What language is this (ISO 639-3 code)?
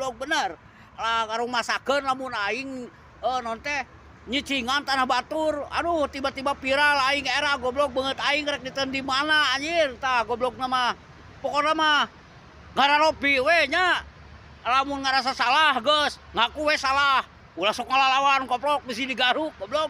sun